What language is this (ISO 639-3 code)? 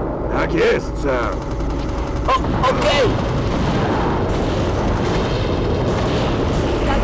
pol